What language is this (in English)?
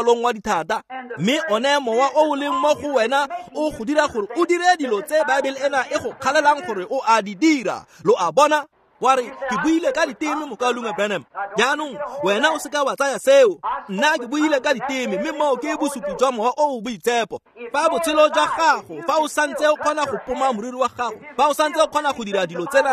Tswana